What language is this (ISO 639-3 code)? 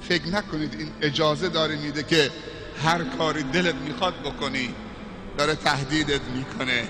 tgk